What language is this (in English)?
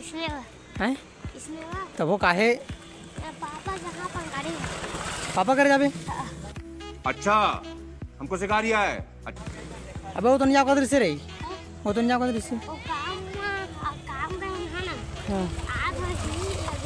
Chhattisgarhi